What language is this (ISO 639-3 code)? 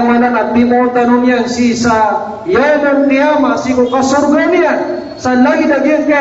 mrw